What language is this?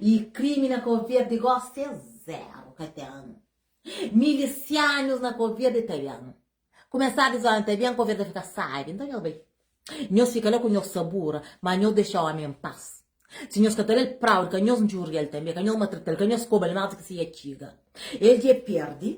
Kabuverdianu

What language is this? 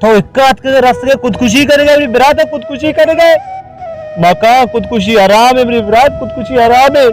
Baluchi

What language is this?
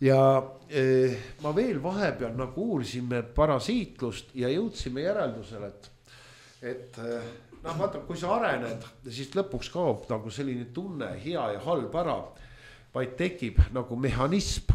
Estonian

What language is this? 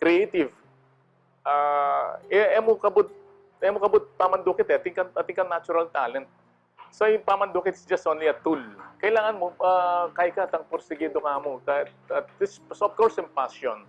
Pampanga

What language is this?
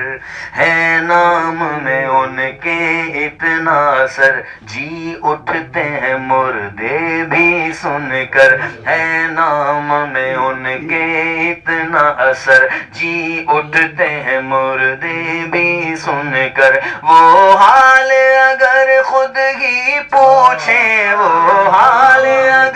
Urdu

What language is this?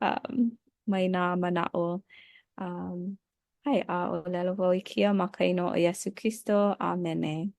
Hawaiian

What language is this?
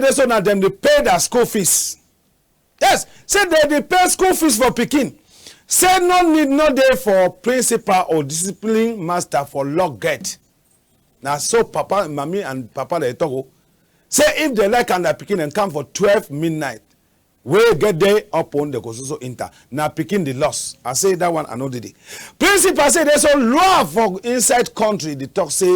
Cameroon Pidgin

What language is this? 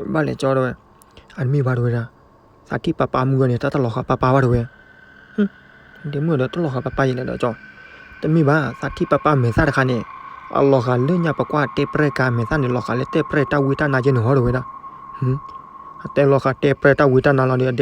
S'gaw Karen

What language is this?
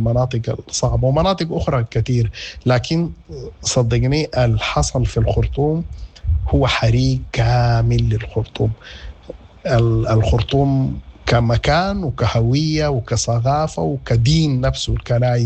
Sudanese Arabic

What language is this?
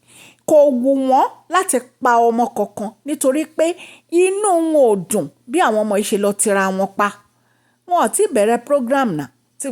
Yoruba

